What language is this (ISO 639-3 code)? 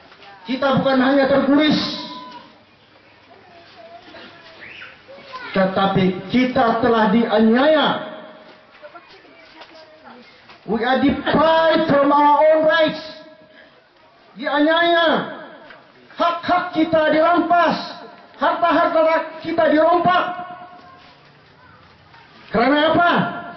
msa